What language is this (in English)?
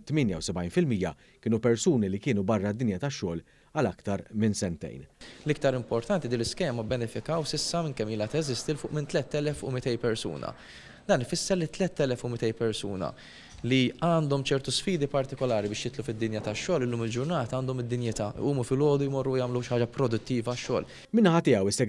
Maltese